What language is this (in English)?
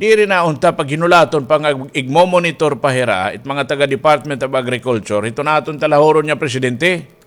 Waray